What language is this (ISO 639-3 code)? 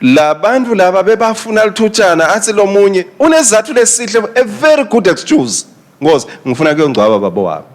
ssw